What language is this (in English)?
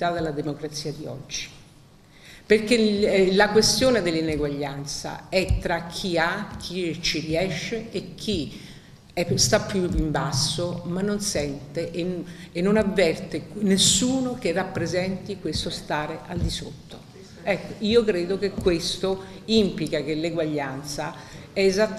Italian